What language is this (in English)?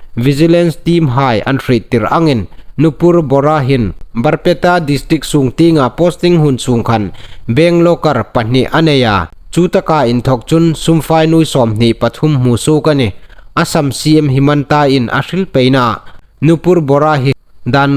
Hmar